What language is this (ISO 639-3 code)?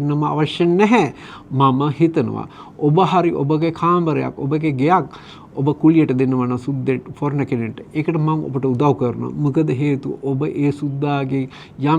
sin